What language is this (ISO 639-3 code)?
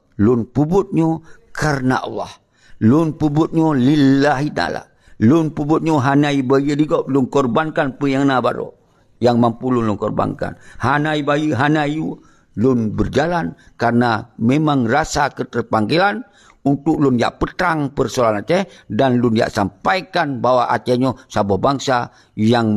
ace